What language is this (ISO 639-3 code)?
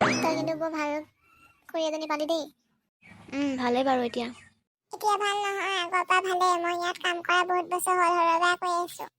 asm